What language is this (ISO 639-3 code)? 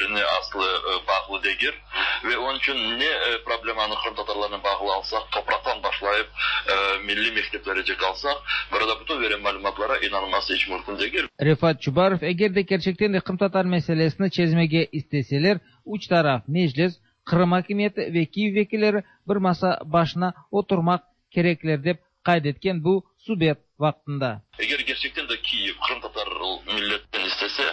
tat